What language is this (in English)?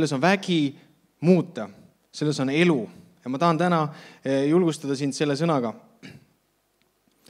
Estonian